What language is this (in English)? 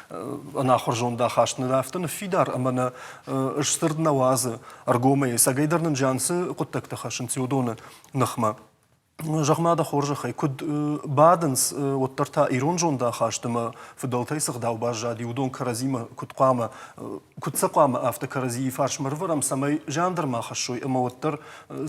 Ossetic